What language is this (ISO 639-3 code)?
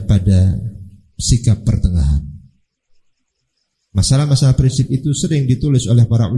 ind